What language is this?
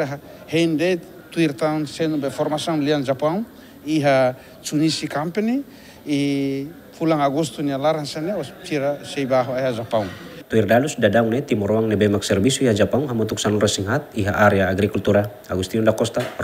Tetum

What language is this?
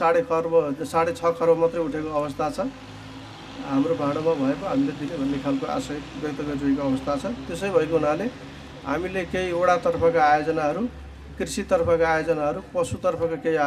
Nepali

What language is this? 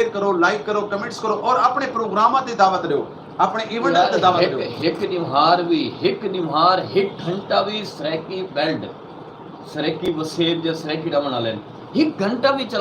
Saraiki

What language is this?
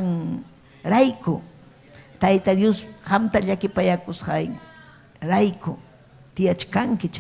Ayacucho Quechua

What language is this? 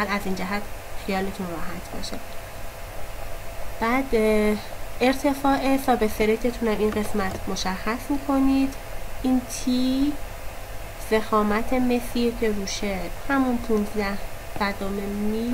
Persian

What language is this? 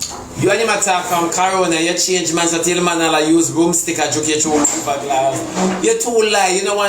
Jamaican Creole English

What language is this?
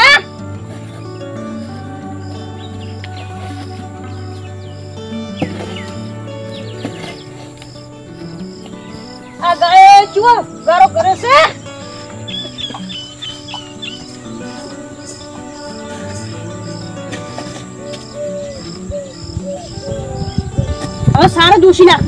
Gujarati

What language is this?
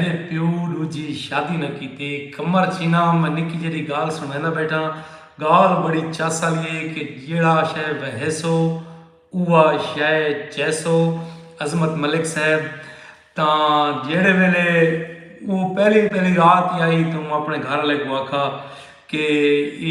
Saraiki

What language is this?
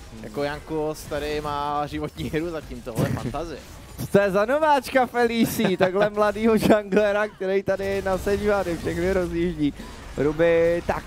Czech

